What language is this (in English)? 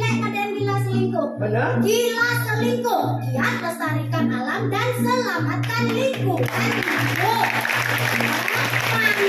Balinese